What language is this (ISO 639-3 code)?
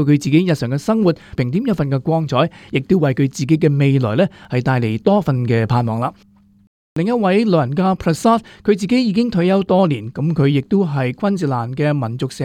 yue